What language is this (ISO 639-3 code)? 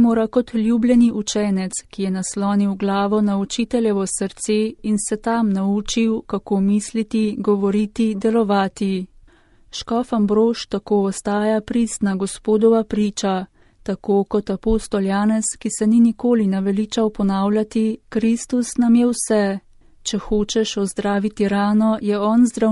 slv